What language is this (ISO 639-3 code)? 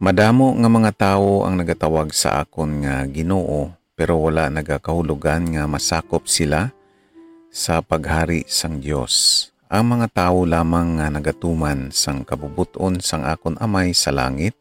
hil